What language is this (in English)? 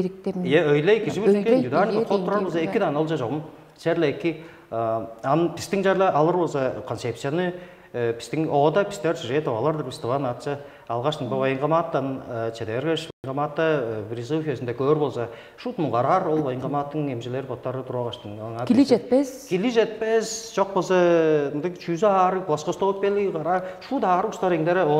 Tuvinian